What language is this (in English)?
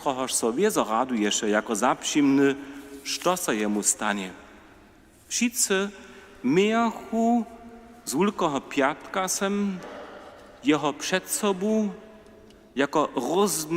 Upper Sorbian